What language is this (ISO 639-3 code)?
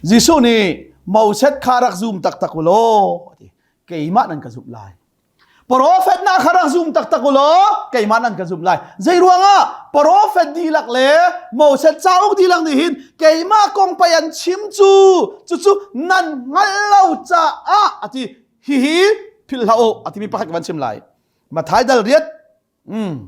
cnh